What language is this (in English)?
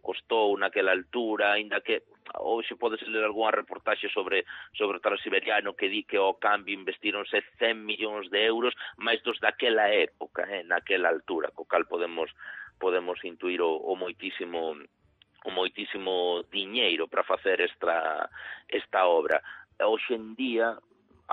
Galician